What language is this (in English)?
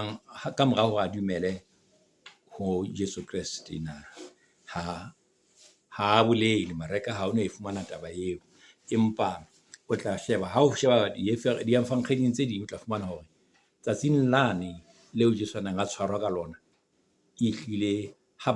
Southern Sotho